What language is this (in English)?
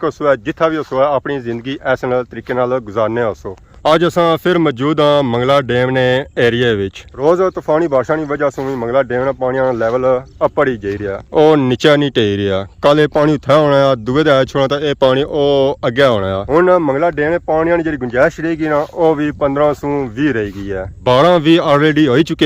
Pahari-Potwari